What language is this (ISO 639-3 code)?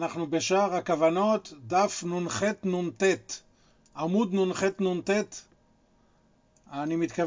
heb